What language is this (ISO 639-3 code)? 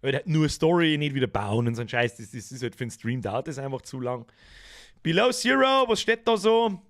bar